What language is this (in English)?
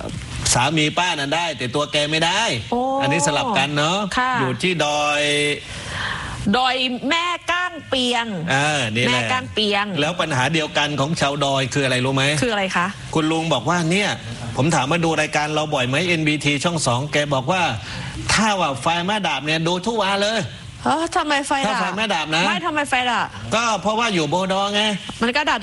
Thai